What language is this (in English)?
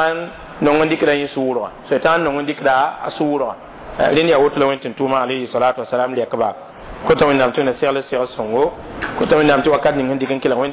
Mossi